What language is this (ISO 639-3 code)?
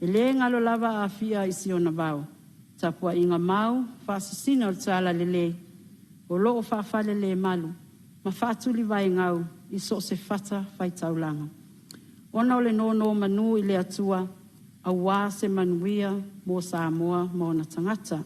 smo